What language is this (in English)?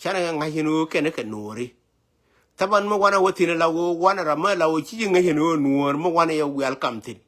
Nuer